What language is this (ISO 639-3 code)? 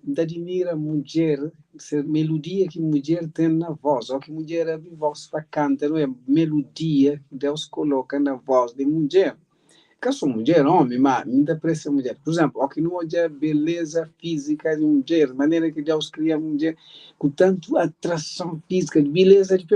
kea